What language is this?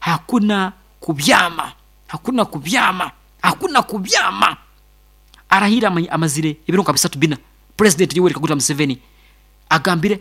Nyankole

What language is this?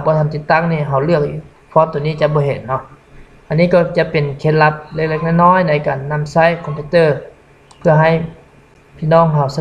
Lao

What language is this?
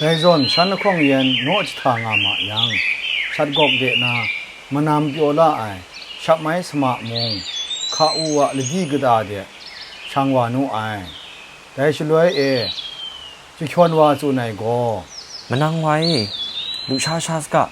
Kachin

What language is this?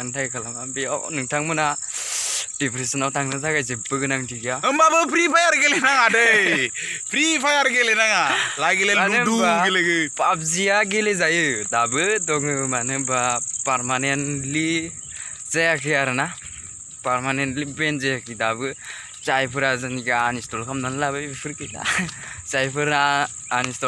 Bodo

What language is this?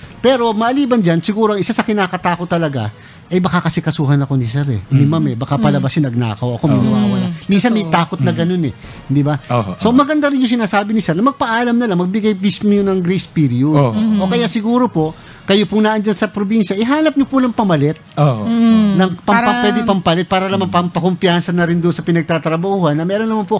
Filipino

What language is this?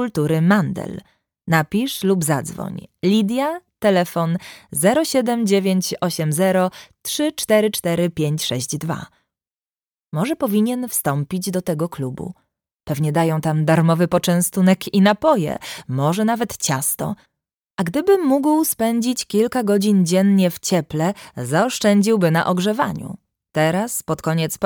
Polish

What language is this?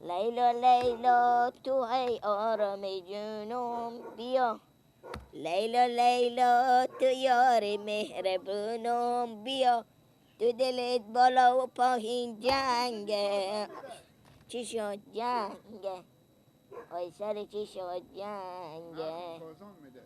Persian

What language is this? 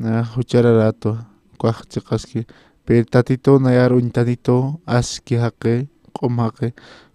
Aymara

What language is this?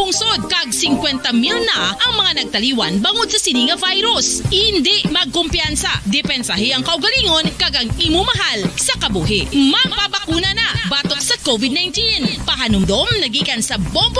Hiligaynon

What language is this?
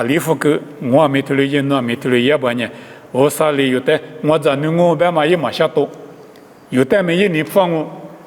Lisu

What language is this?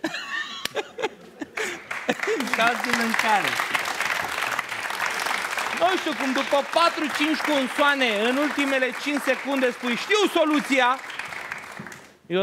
Romanian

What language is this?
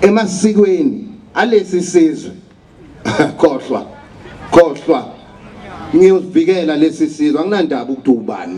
Zulu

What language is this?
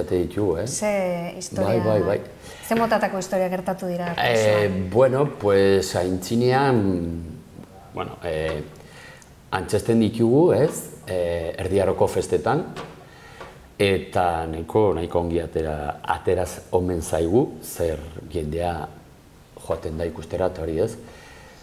Basque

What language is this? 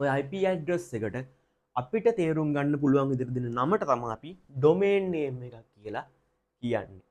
Sinhala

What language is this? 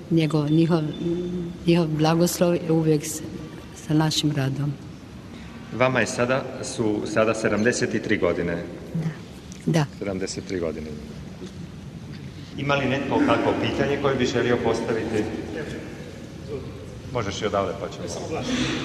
Croatian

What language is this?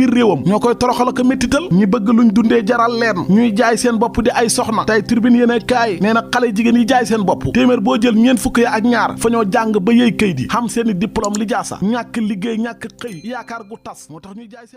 Wolof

